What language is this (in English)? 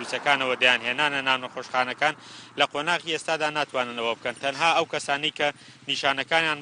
Central Kurdish